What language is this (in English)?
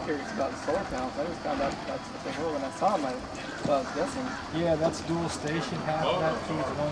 English